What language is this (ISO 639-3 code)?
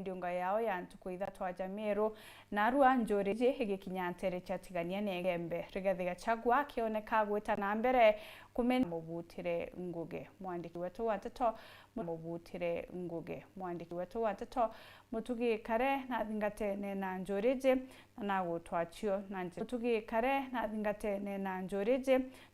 mer